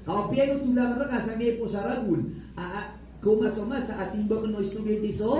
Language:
Maranao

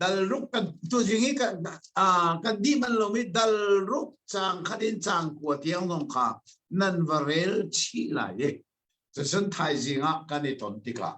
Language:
Hakha Chin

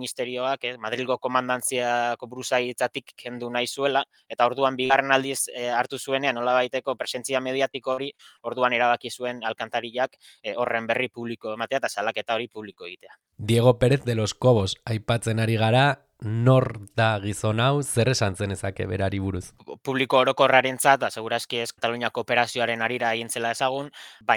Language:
Basque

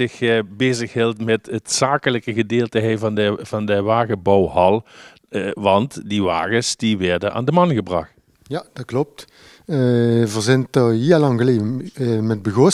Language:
Limburgish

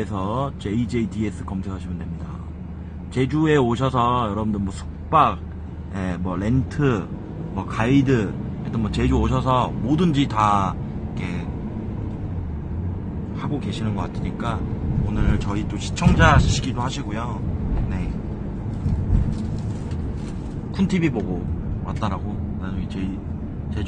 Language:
Korean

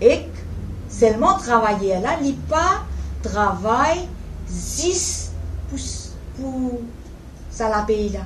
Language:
Morisyen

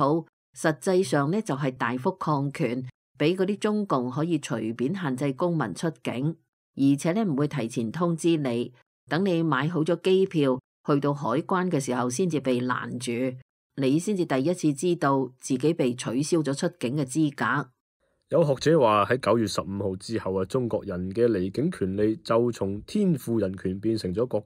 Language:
Cantonese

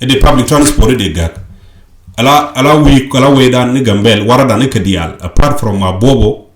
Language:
Nuer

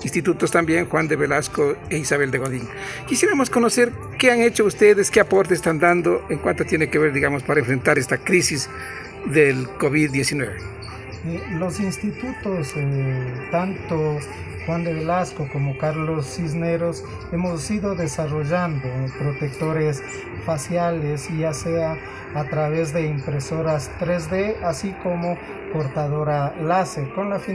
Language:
Spanish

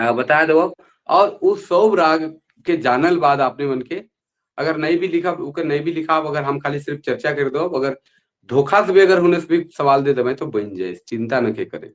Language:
Sadri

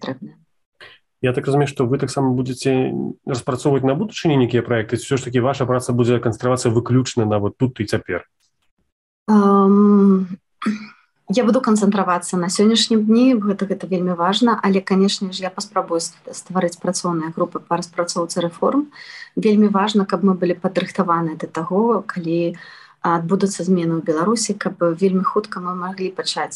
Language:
Belarusian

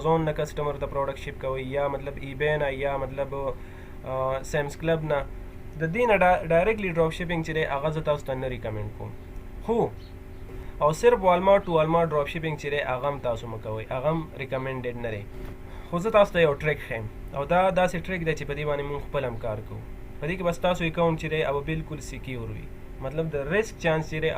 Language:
Pashto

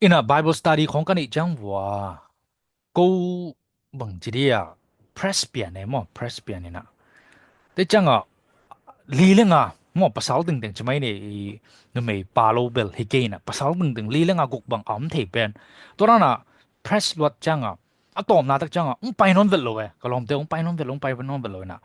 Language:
Tedim Chin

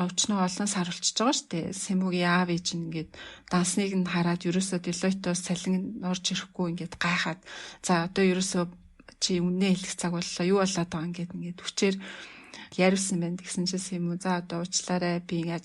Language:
Mongolian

